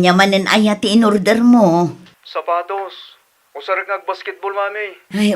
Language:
Iloko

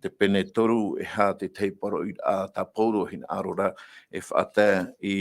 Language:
Tahitian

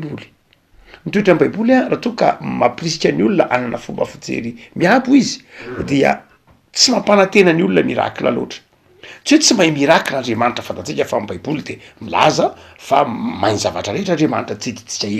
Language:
Malagasy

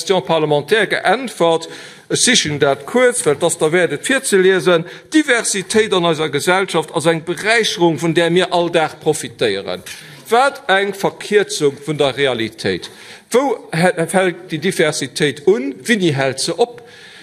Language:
Luxembourgish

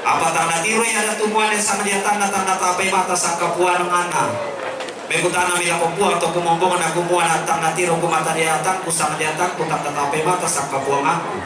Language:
Toraja-Sa'dan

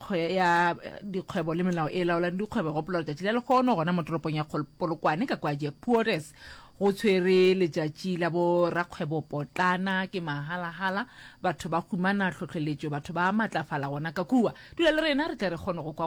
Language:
Northern Sotho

